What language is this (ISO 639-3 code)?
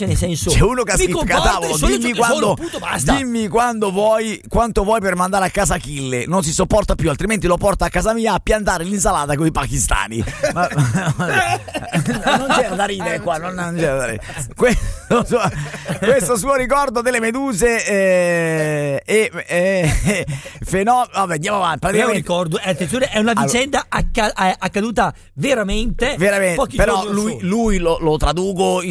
ita